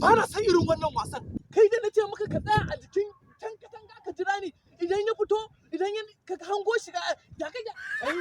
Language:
Hausa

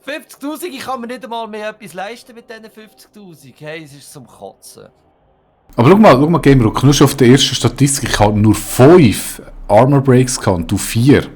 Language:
Swiss German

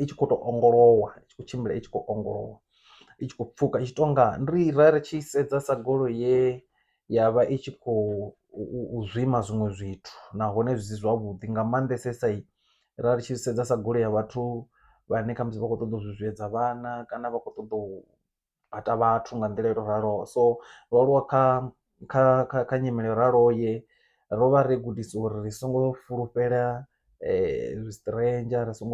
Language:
Venda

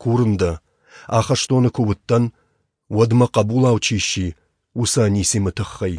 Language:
Ossetic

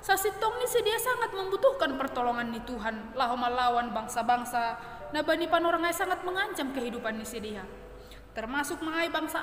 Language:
Batak Simalungun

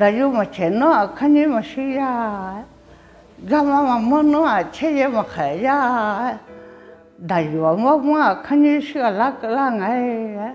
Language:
Akha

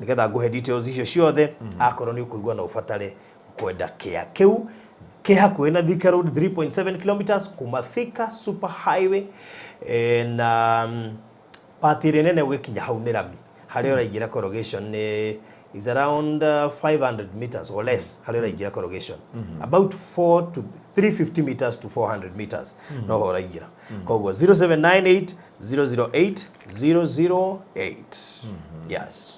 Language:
Kikuyu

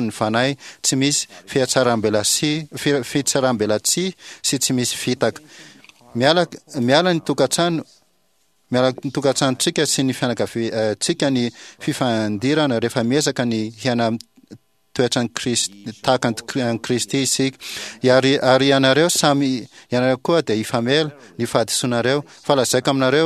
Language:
Malagasy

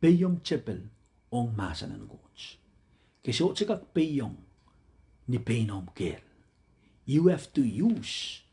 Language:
Pohnpeian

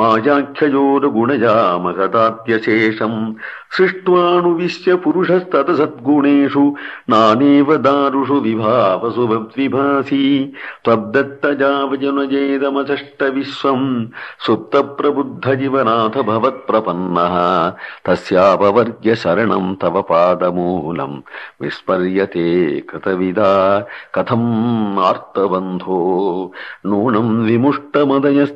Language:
Sanskrit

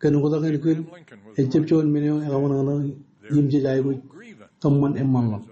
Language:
Marshallese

